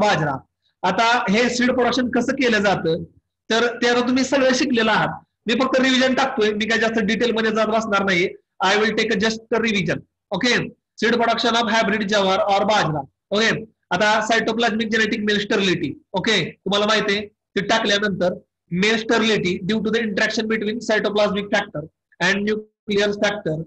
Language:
Marathi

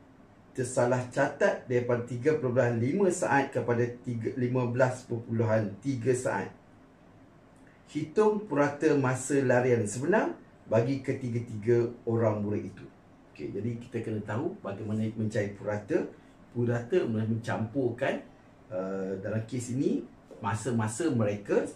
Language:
Malay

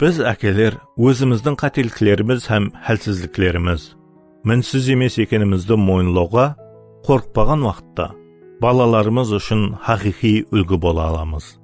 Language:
Kara-Kalpak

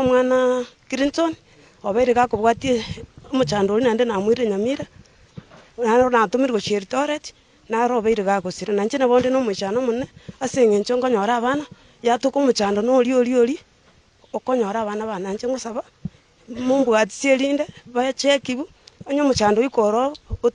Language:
Gusii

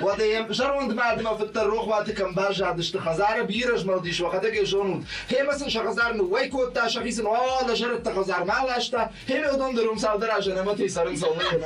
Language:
Ossetic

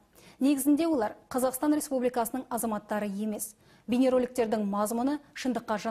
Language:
Kazakh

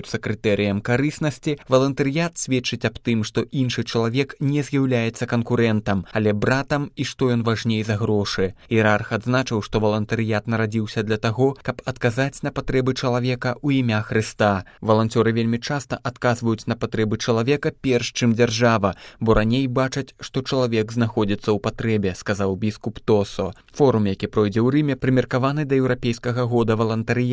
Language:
Belarusian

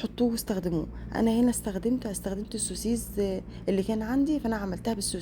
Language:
Egyptian Arabic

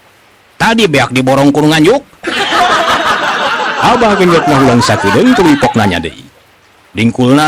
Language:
Sundanese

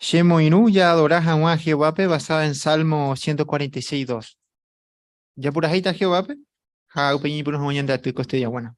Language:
Guarani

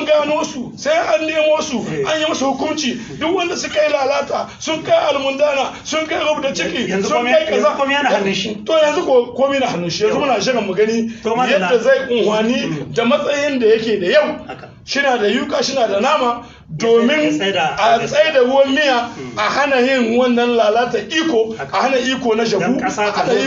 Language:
Hausa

